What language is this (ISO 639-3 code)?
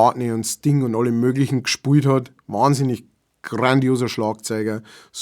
bar